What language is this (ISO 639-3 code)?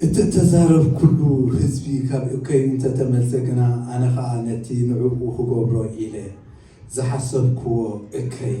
tir